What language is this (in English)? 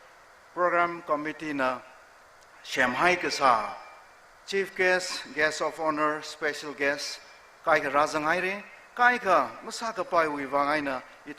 Tangkhul Naga (India)